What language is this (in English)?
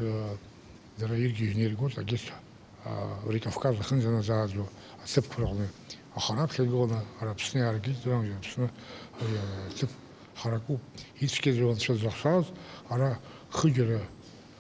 Abkhazian